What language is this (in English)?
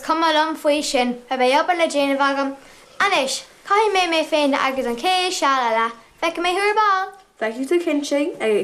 Irish